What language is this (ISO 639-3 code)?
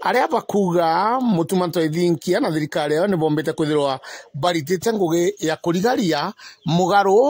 mer